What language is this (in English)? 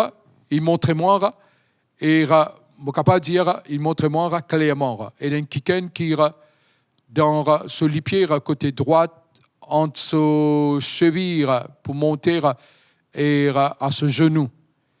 Morisyen